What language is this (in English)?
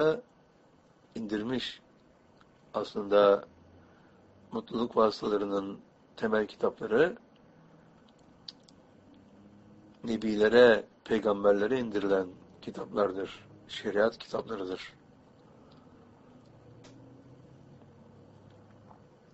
Turkish